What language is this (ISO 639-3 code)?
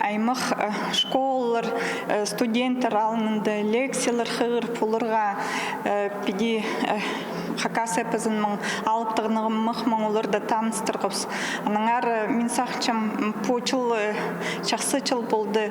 kjh